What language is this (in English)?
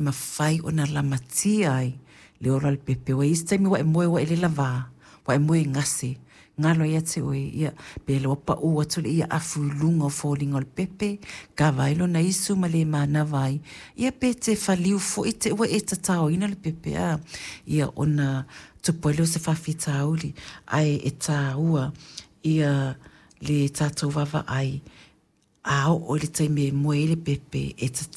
Samoan